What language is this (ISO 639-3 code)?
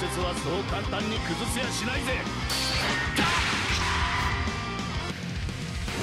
jpn